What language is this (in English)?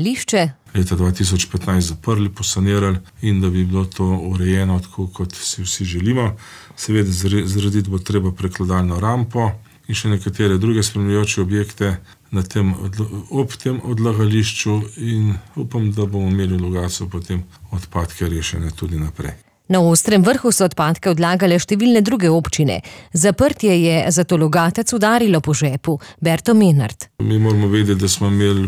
Slovenian